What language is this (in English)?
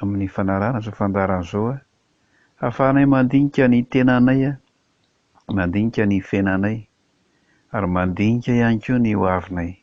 Malagasy